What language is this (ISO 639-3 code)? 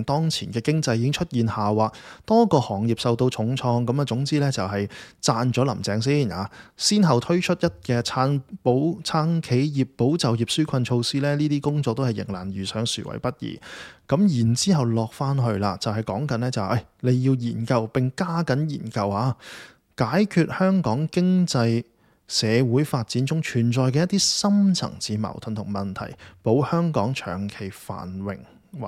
yue